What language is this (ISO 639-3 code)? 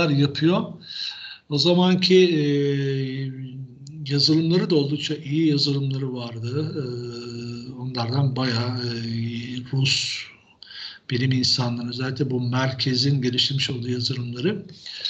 tur